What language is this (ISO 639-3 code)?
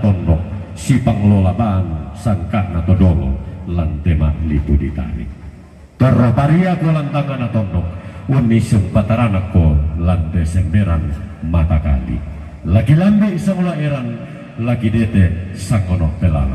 sda